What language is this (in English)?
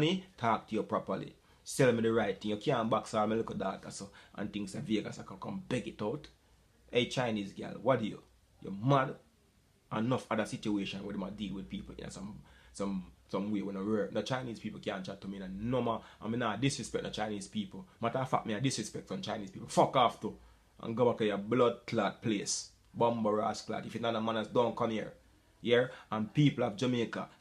Jamaican Creole English